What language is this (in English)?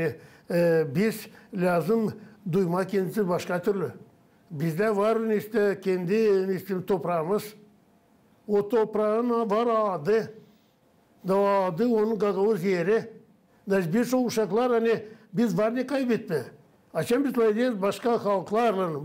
Gagauz